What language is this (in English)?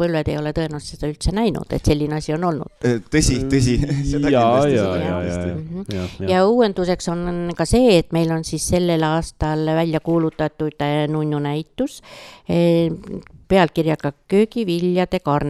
Estonian